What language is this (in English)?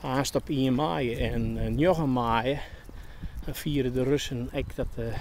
Western Frisian